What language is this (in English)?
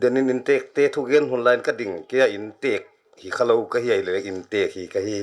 Paite Chin